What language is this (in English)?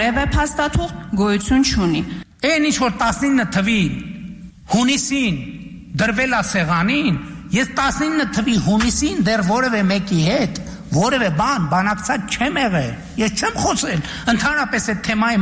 Armenian